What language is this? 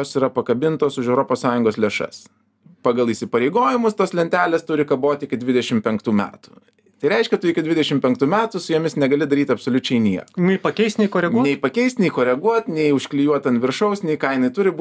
Lithuanian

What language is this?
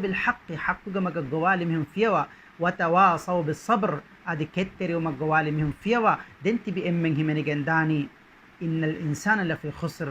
Divehi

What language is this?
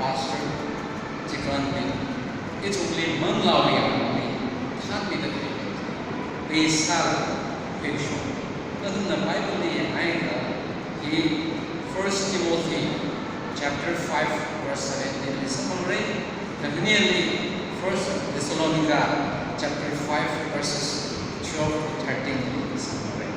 Tangkhul Naga (India)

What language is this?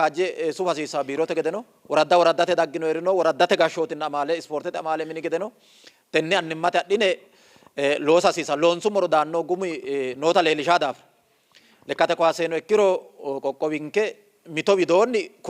Sidamo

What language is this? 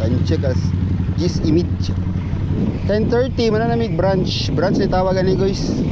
Cebuano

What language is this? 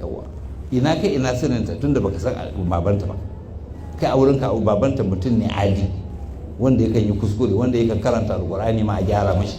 Hausa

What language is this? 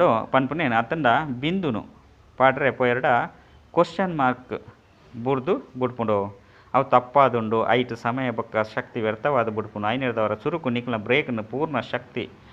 Tulu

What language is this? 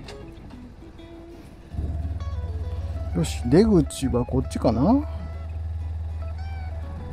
Japanese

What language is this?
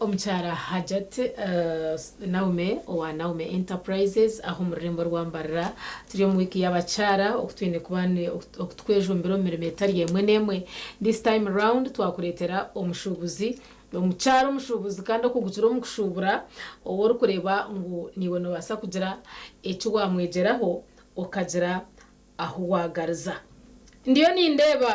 Nyankole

